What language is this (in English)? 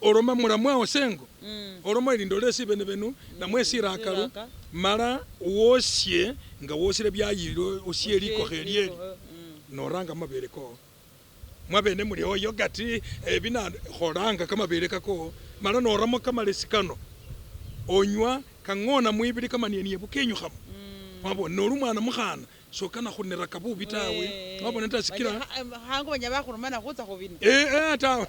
Masaaba